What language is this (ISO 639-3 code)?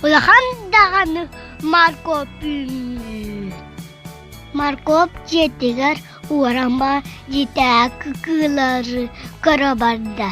sah